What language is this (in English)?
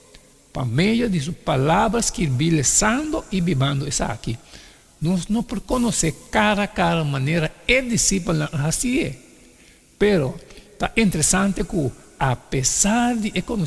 Papiamento